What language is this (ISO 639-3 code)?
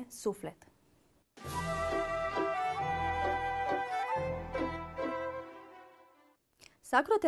ron